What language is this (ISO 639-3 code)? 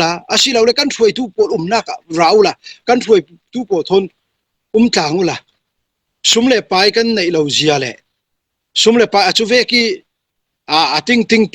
cfm